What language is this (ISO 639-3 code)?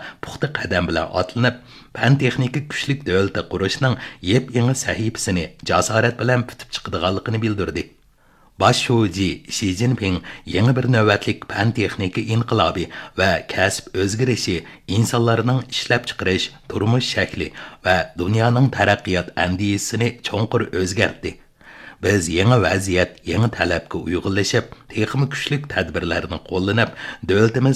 uig